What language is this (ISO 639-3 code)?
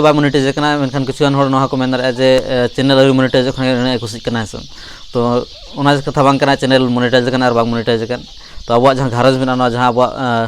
sat